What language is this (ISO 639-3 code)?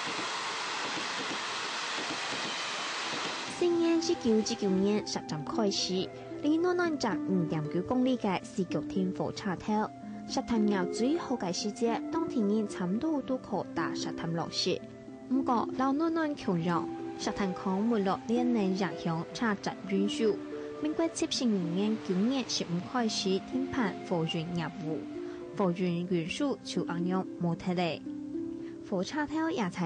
hak